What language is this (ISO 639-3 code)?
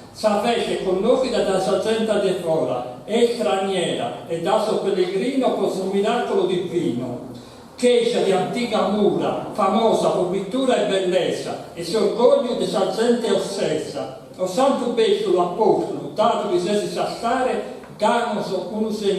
srd